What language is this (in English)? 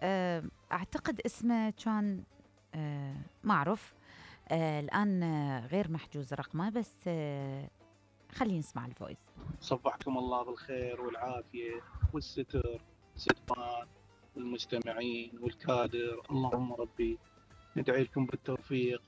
Mesopotamian Arabic